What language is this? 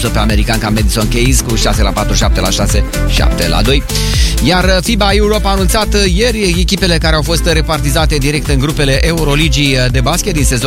Romanian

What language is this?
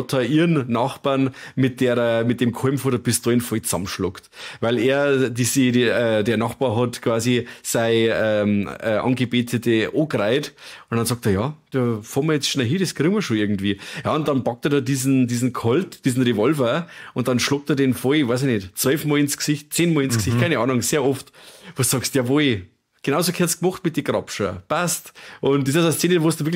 Bavarian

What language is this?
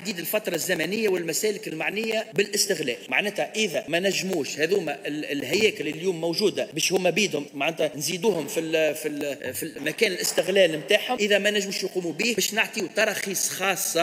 Tunisian Arabic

